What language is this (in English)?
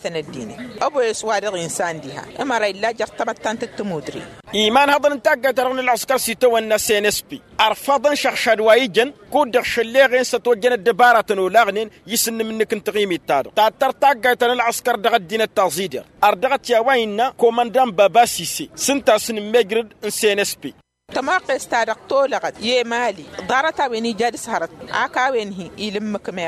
Tamasheq